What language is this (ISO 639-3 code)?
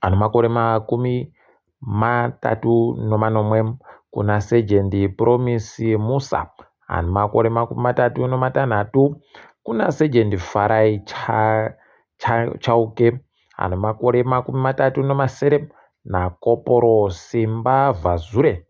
ndc